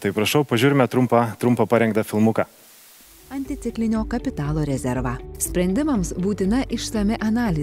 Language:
Lithuanian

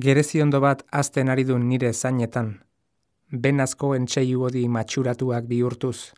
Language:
Basque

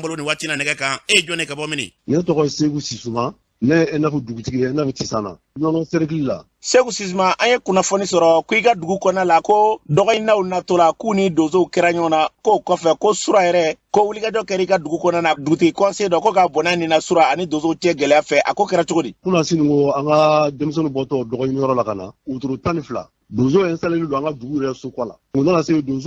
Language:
Bambara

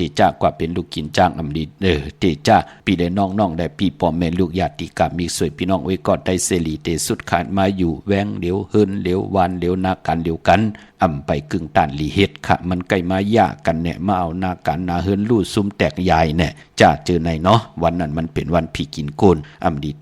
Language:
Shan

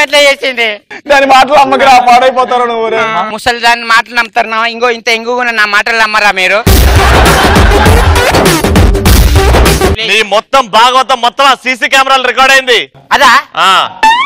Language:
Telugu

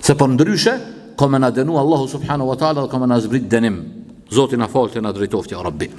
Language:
Albanian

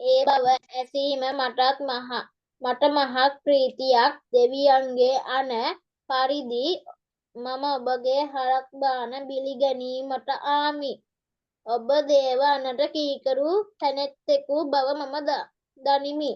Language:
Sinhala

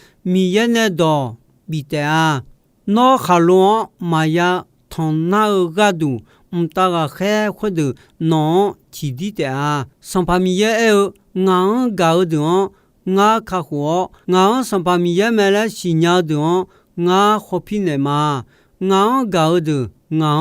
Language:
Akha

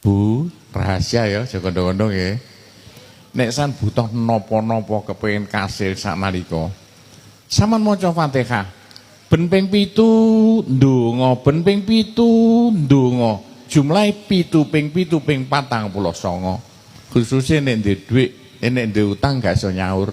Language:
Javanese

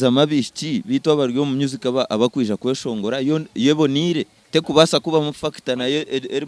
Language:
Nyankole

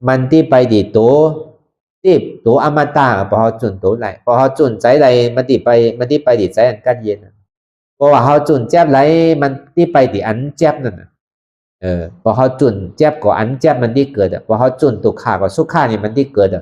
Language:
Shan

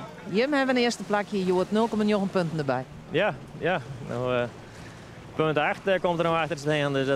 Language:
Western Frisian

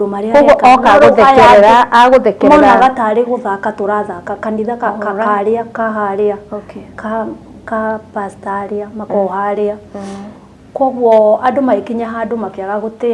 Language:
Kikuyu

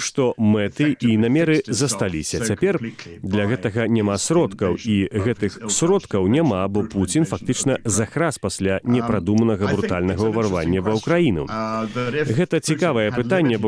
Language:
Belarusian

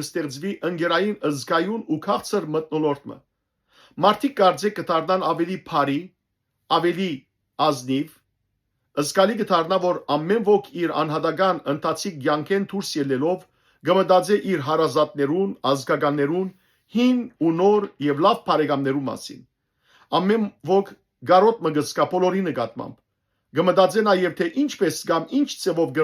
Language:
Western Armenian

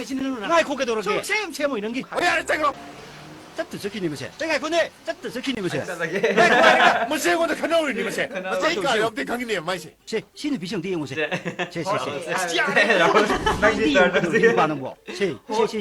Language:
Manipuri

